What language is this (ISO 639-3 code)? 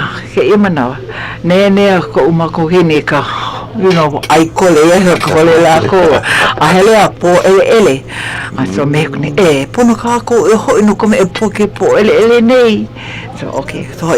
haw